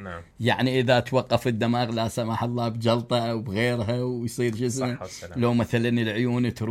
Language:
Mesopotamian Arabic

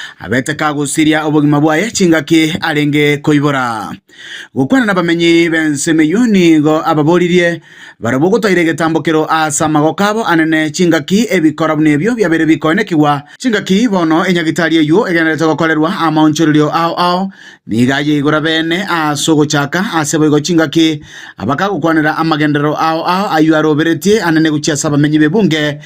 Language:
Gusii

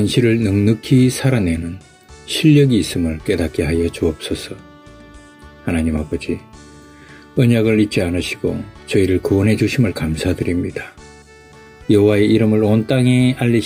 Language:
Korean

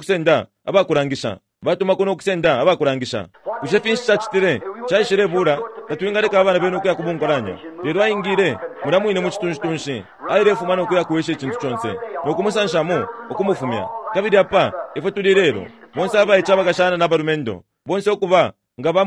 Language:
Bemba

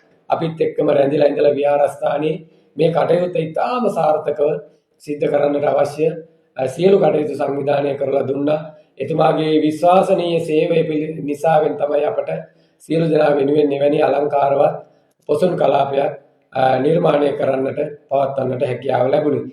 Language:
Sinhala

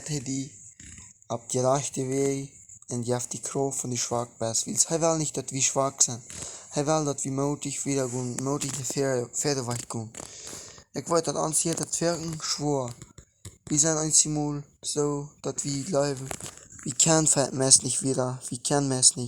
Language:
Plautdietsch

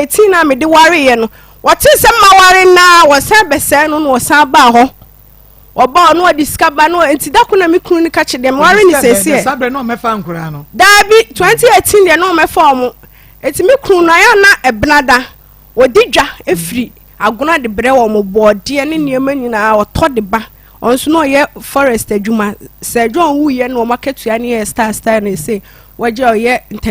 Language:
Akan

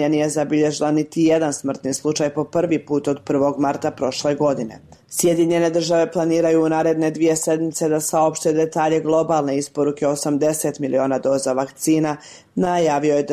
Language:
Serbian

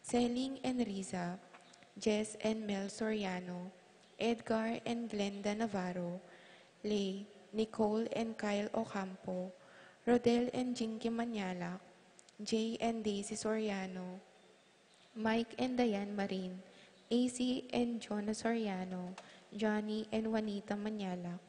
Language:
Pampanga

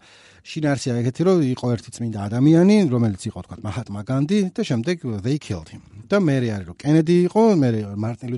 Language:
Georgian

